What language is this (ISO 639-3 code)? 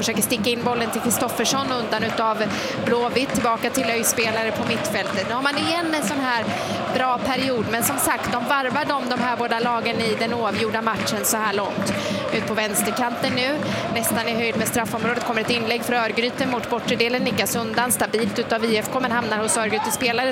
swe